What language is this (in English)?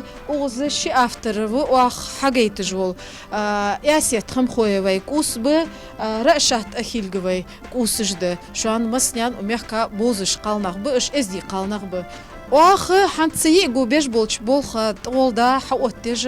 Ingush